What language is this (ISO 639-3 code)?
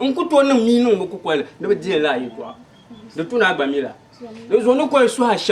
dag